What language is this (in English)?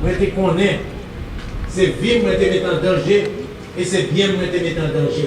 Haitian Creole